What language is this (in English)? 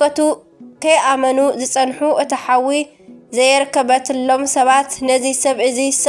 Tigrinya